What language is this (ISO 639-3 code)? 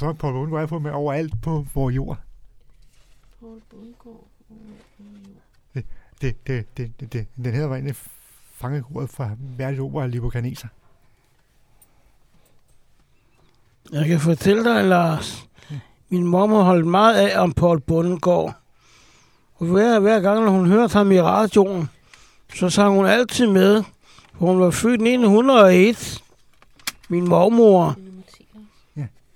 dan